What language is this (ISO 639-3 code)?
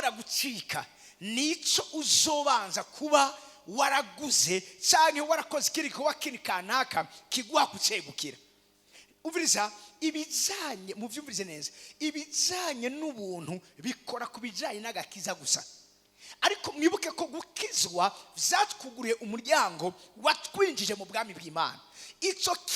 run